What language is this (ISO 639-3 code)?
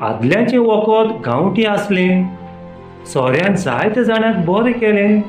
kok